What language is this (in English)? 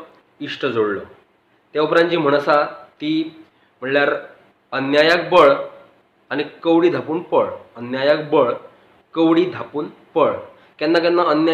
Konkani